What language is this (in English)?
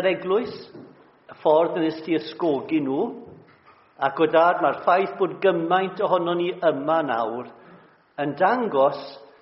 Welsh